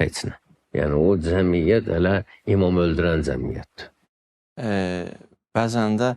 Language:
Azerbaijani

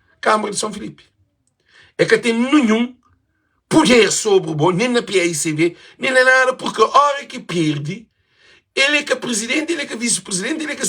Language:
Kabuverdianu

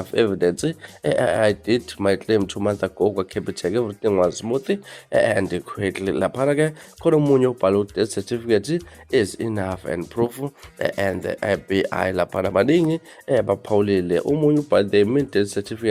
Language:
Zulu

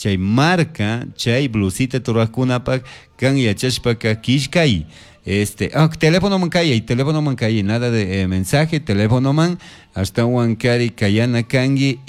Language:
Chimborazo Highland Quichua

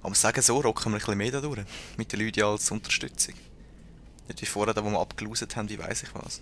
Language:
Swiss German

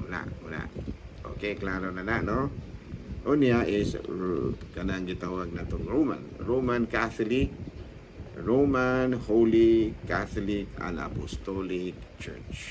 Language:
Cebuano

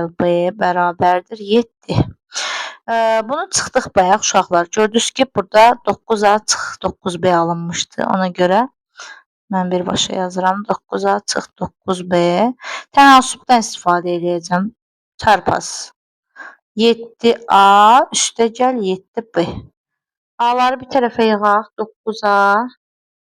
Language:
Azerbaijani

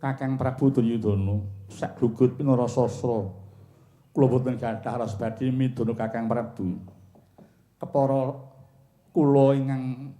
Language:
Javanese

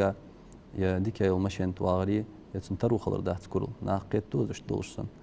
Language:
Ingush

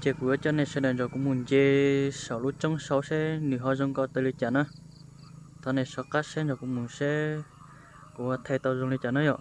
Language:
Hmong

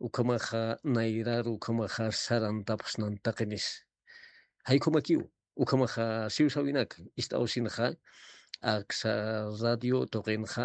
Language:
Aymara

